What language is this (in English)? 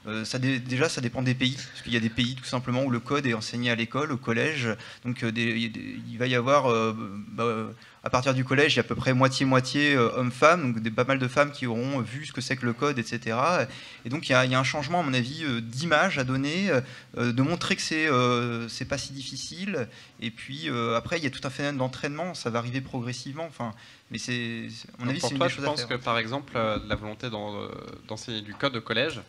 French